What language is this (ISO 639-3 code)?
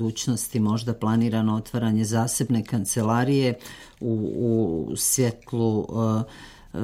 srp